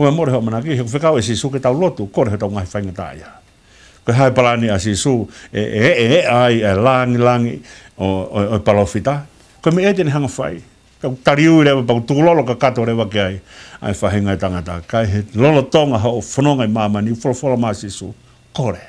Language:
Tongan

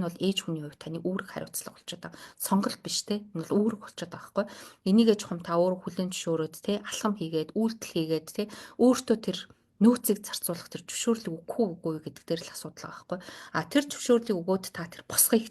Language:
Mongolian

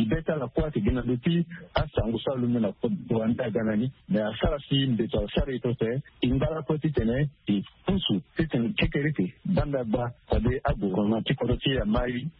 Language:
Sango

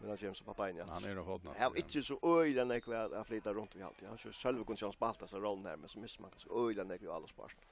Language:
Faroese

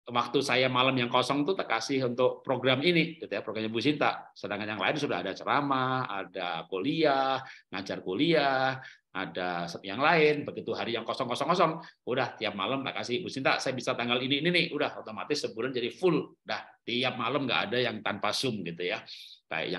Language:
Indonesian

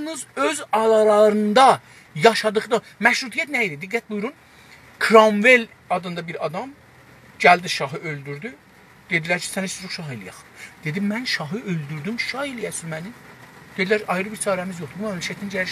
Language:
South Azerbaijani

